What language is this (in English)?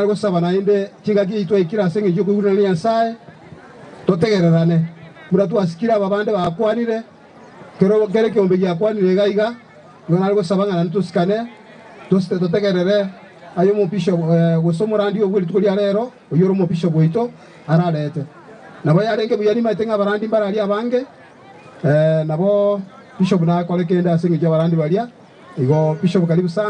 Gusii